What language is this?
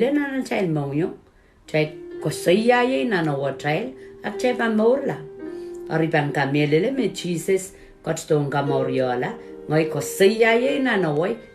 Pohnpeian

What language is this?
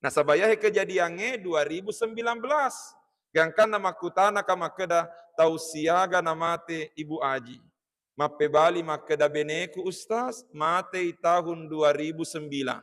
Buginese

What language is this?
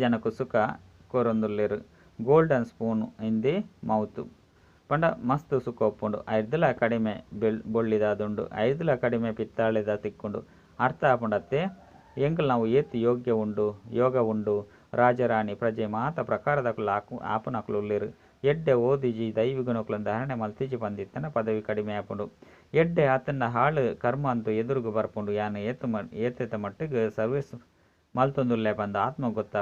Tulu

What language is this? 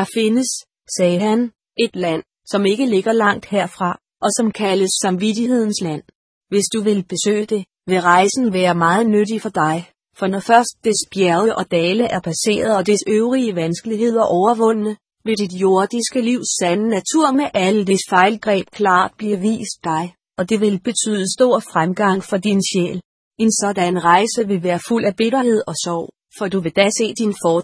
Danish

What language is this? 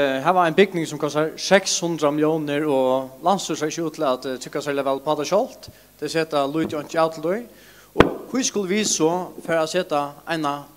Faroese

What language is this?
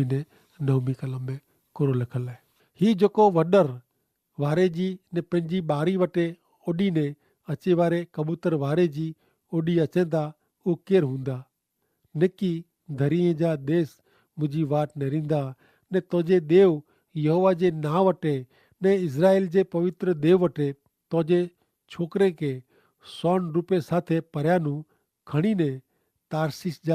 Kachhi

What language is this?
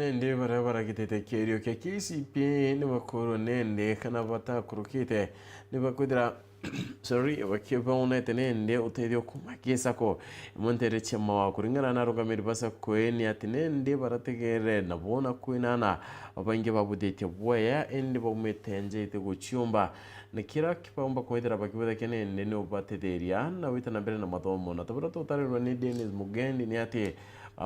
Meru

